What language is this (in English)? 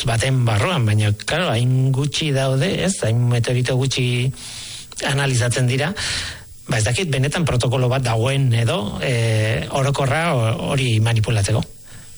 Basque